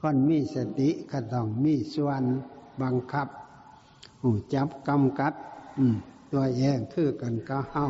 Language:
Northeastern Thai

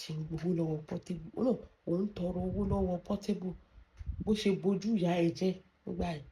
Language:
Yoruba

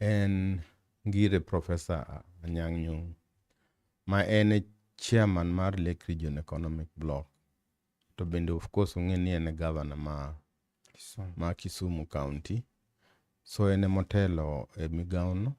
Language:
Luo (Kenya and Tanzania)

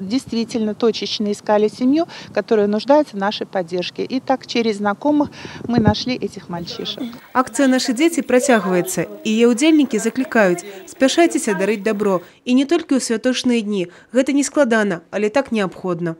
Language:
Belarusian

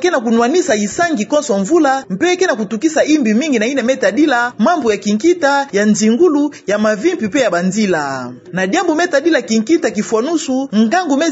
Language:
Kituba (Democratic Republic of Congo)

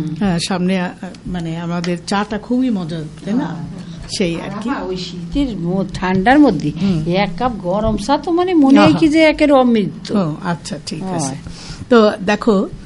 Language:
Bangla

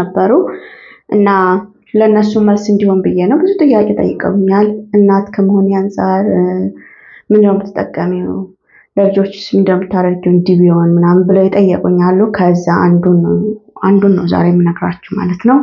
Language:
Amharic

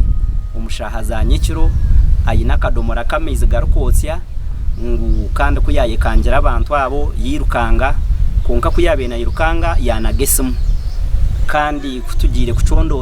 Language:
Nyankole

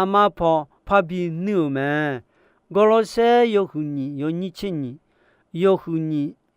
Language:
Akha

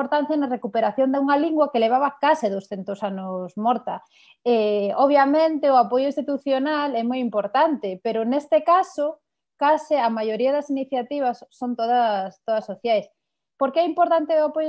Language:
Galician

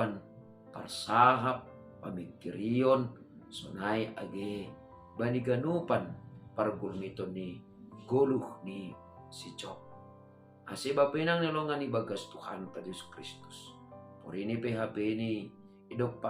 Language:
Batak Simalungun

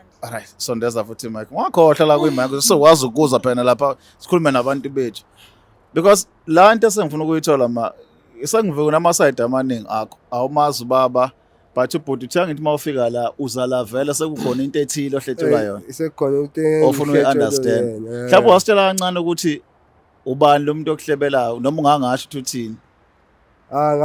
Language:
Zulu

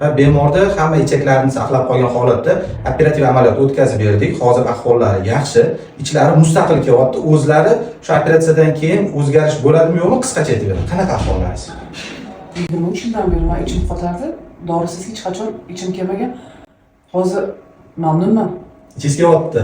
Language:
Uzbek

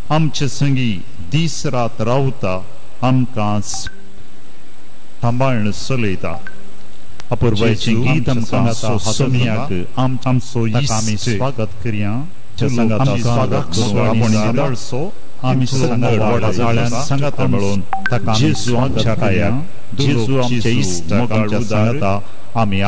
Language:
Konkani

